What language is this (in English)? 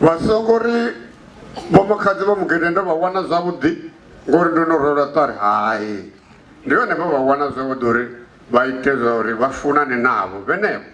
Venda